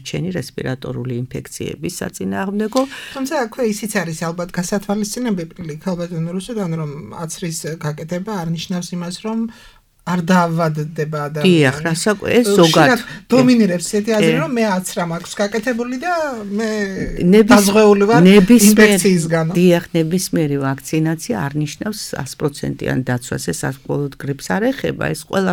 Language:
Georgian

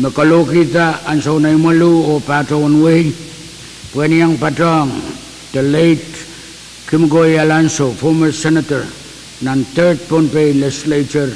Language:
Pohnpeian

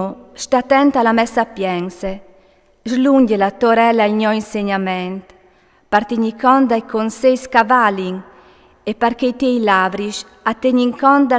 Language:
Friulian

